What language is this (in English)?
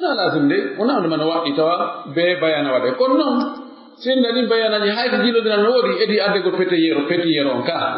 Pular